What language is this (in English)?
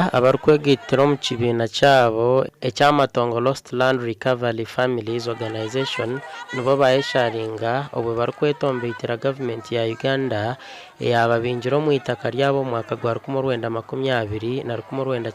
Nyankole